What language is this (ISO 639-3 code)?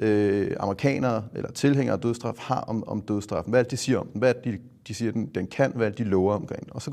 dan